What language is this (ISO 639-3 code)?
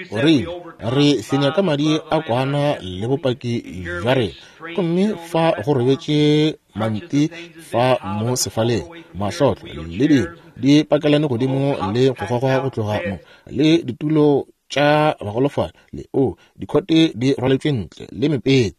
nso